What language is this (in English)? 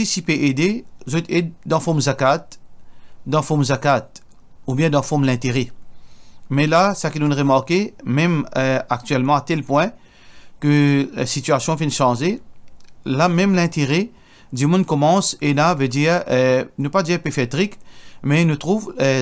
Morisyen